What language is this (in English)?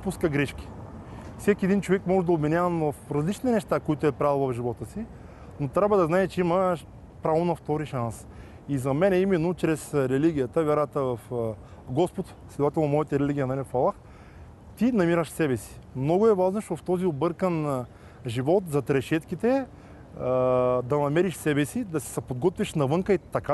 Bulgarian